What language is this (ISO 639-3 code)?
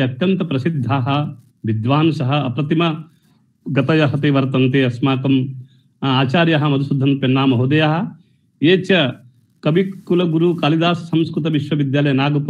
san